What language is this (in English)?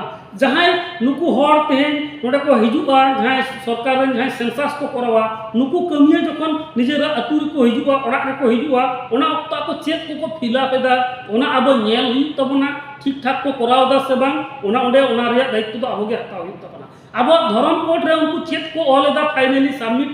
Santali